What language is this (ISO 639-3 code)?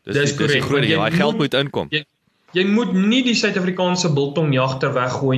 afr